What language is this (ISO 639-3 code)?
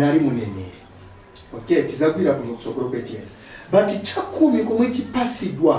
nya